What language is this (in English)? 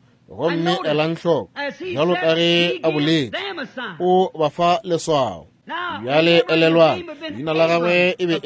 Northern Sotho